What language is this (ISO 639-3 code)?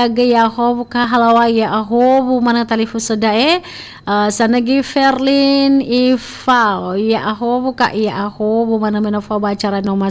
nia